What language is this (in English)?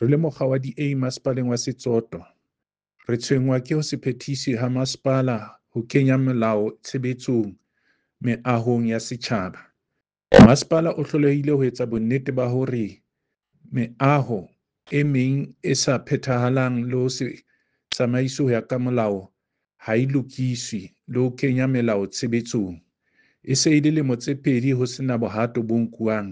Southern Sotho